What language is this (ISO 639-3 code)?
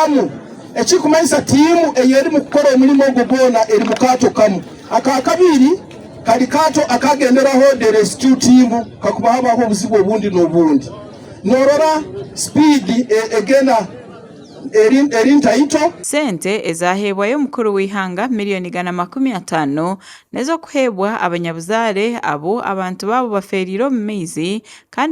nyn